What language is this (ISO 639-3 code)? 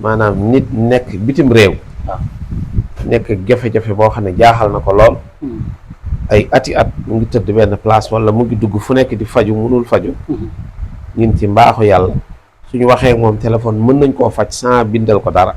wol